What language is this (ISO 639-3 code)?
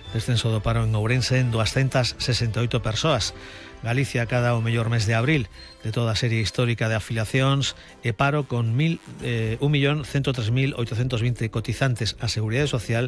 glg